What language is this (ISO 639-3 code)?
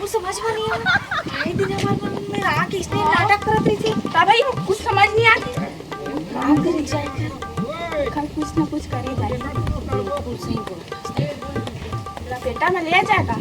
hne